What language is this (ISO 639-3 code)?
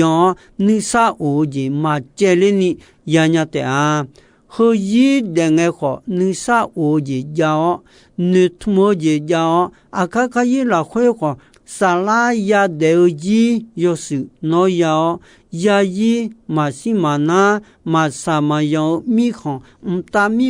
ahk